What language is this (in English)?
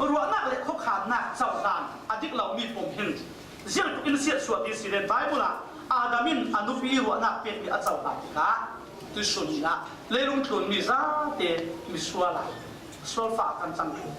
Falam Chin